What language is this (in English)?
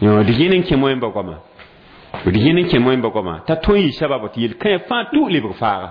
Mossi